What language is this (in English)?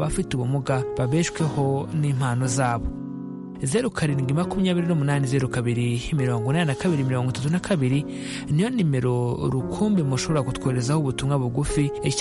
Kinyarwanda